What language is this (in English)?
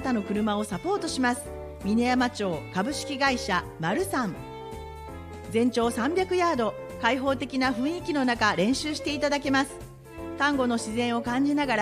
Japanese